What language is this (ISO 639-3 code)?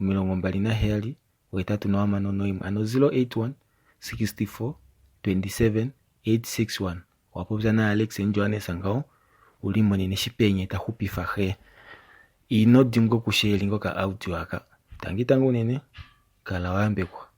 kua